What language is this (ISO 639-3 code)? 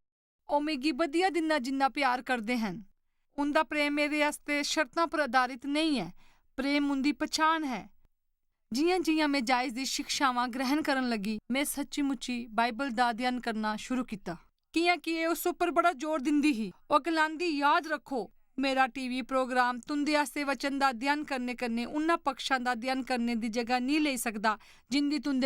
doi